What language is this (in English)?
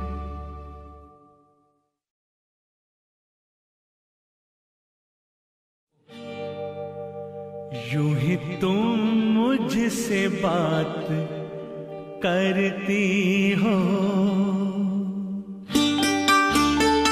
Hindi